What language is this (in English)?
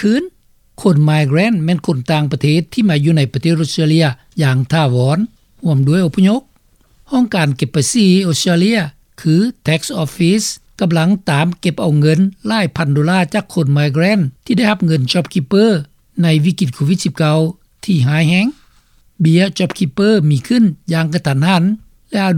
Lao